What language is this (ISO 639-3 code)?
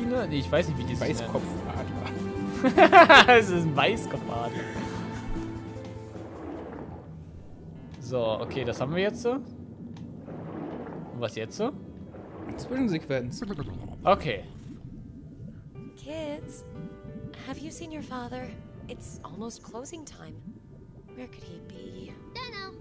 deu